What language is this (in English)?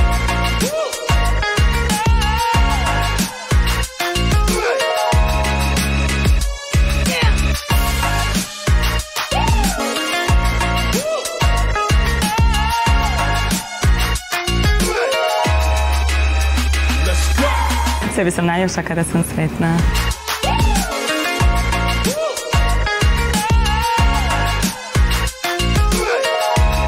Croatian